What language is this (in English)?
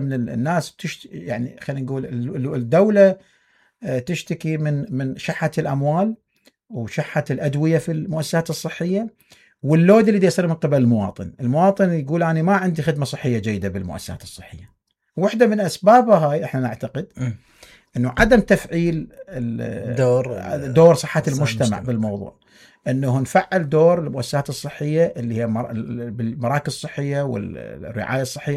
Mesopotamian Arabic